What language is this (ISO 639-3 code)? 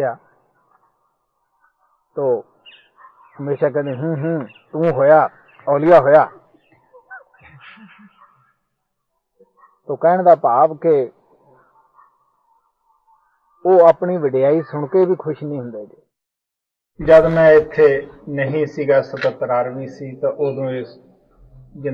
pan